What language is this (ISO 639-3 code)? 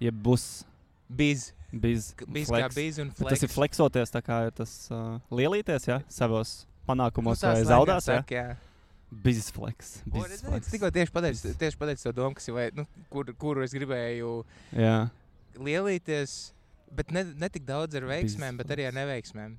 lav